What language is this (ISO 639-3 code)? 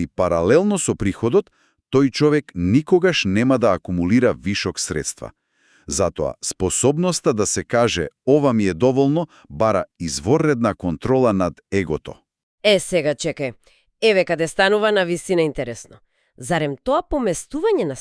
mkd